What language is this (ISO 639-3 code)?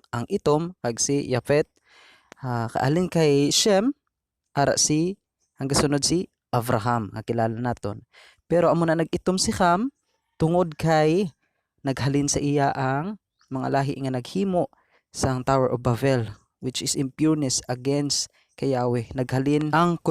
hil